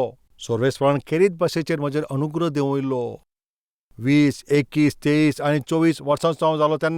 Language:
Konkani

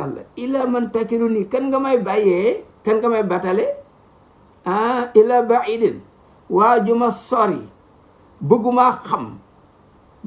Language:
Wolof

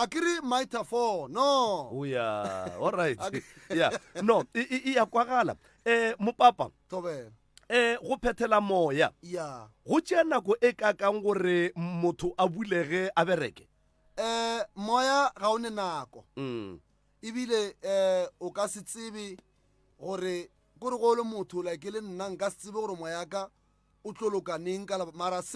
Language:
Northern Sotho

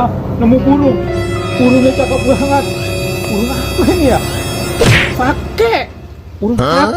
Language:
Betawi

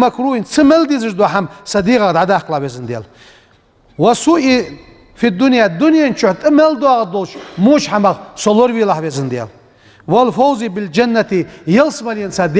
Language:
Ingush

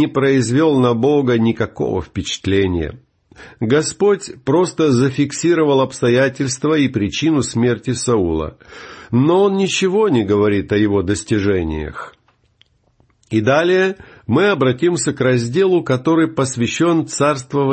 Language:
Russian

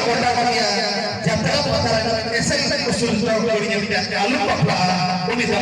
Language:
Santali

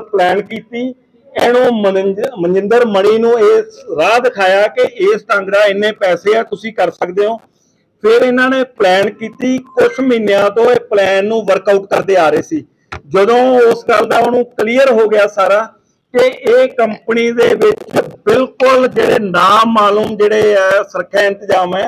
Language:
Punjabi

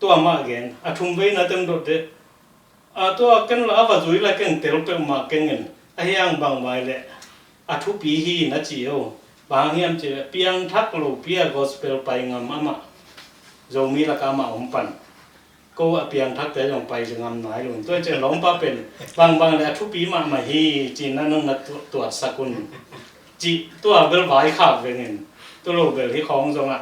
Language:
Tedim Chin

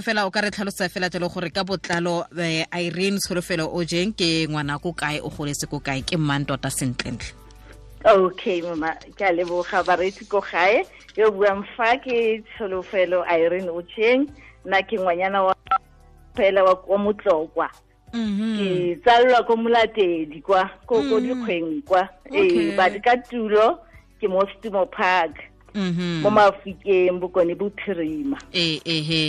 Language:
Tswana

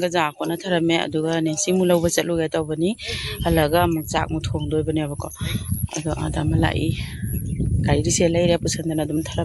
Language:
Manipuri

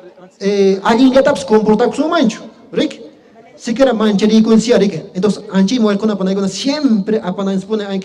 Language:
Quechua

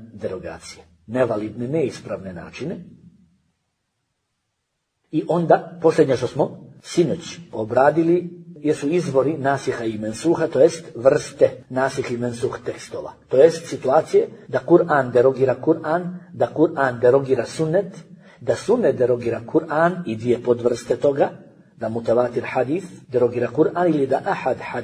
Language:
Bosnian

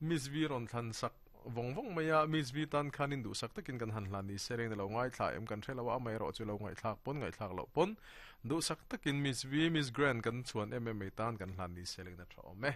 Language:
Mizo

